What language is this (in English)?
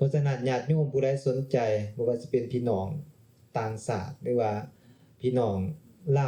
Lao